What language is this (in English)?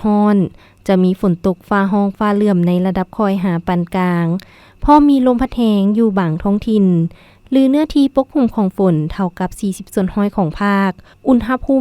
Lao